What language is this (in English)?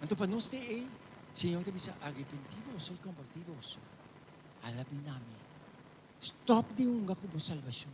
Papiamento